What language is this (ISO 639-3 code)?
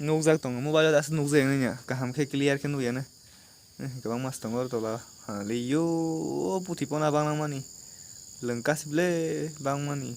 trp